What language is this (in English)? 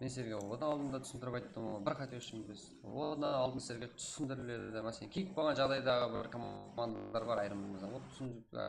Kara-Kalpak